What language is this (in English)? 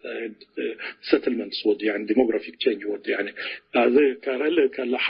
Tigre